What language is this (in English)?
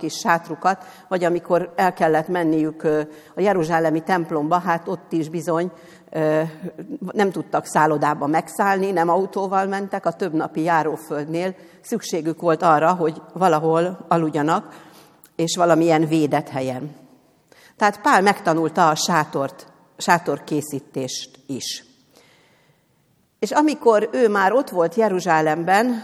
Hungarian